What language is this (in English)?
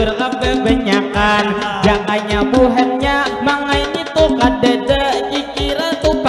Banjar